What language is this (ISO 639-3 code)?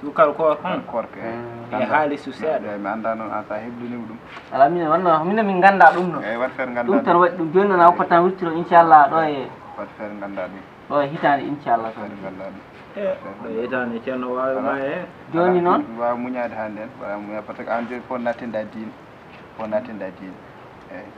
ful